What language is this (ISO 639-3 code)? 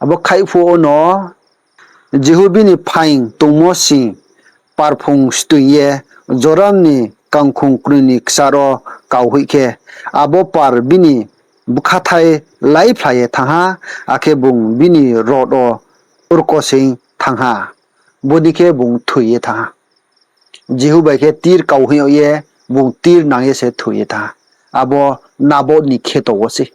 ria